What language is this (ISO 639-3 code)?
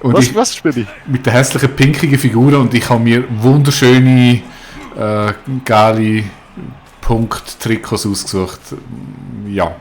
gsw